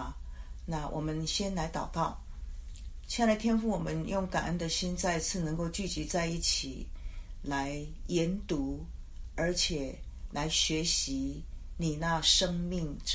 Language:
Chinese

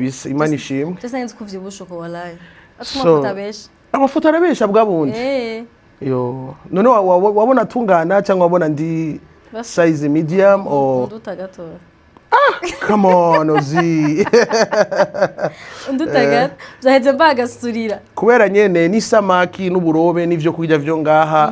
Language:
Rundi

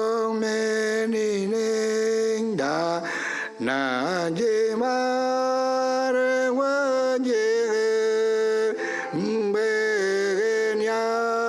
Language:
Marshallese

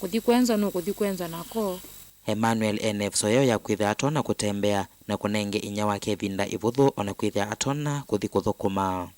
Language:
Kamba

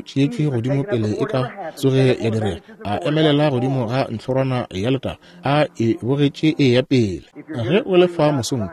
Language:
Northern Sotho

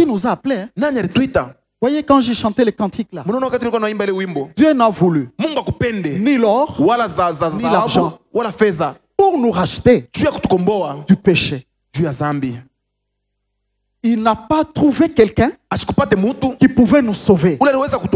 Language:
Swahili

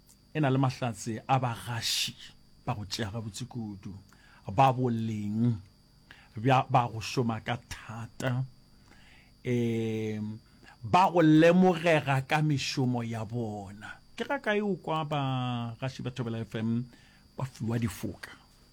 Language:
Northern Sotho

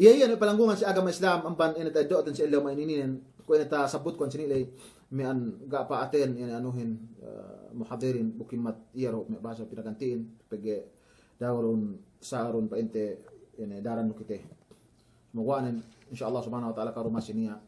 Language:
Yakan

